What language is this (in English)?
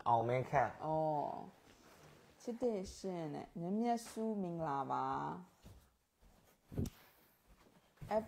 Burmese